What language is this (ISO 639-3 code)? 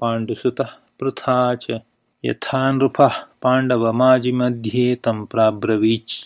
san